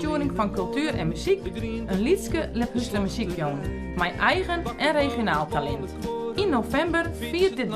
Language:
Western Frisian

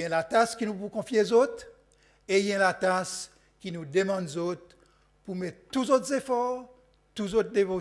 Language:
Seselwa Creole French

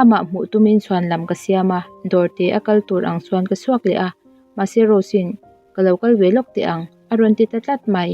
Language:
Mizo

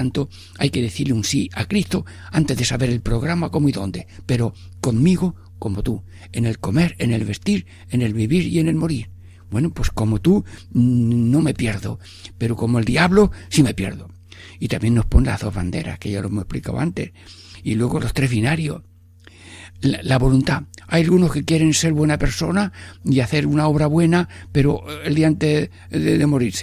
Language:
Spanish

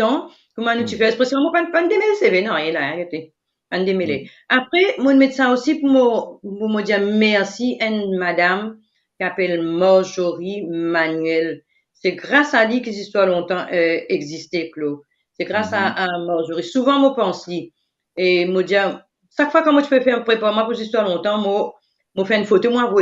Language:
Morisyen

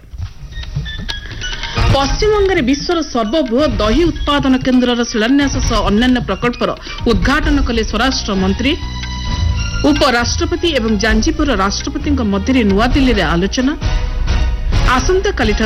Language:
Odia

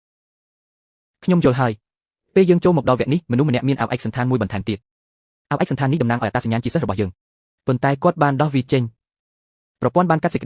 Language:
Khmer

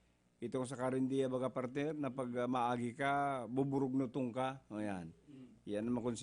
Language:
Bikol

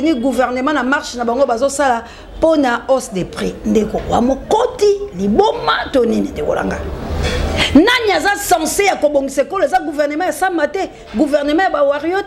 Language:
Lingala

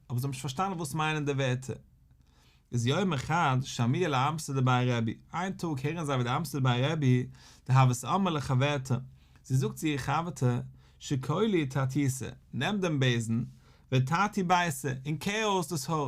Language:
Yiddish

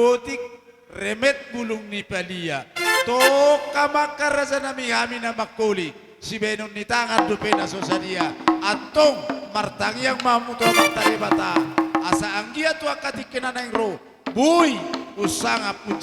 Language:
Batak Toba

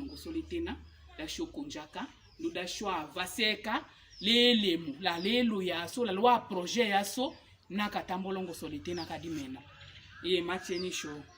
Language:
Tetela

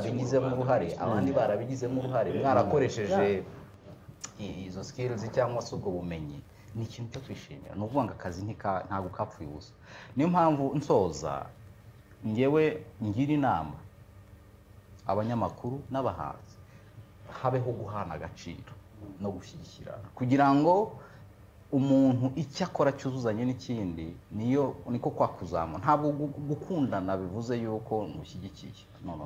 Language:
Kinyarwanda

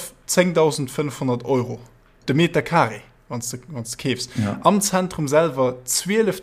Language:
Luxembourgish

